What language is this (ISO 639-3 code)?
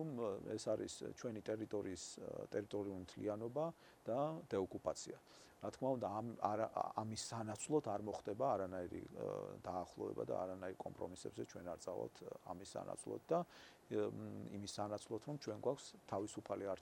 kat